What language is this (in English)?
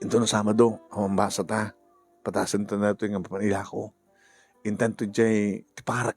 Iloko